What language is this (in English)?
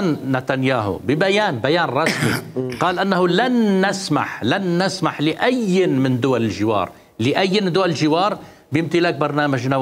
Mesopotamian Arabic